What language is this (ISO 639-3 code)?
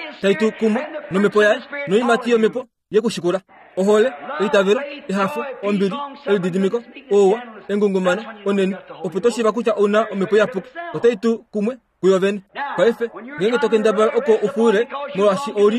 kua